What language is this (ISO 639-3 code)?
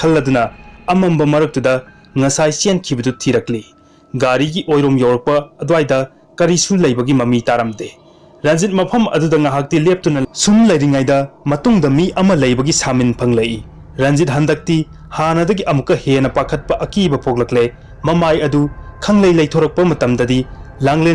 mni